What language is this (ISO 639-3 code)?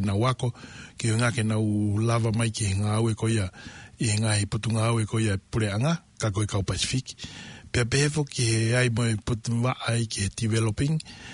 ton